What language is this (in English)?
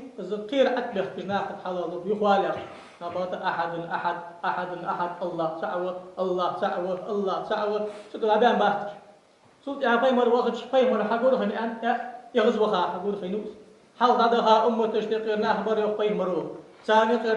Ingush